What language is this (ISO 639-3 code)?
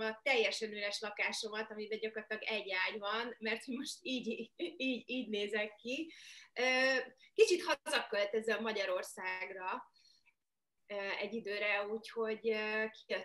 hun